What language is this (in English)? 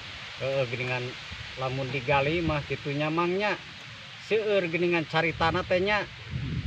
Sundanese